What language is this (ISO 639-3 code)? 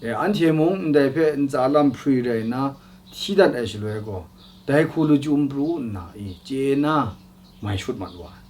kac